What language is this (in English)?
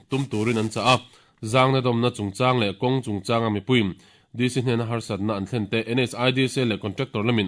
Mizo